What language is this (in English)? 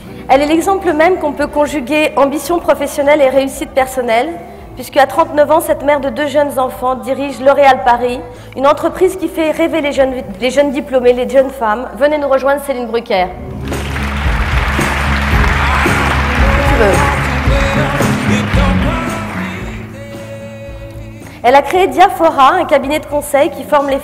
French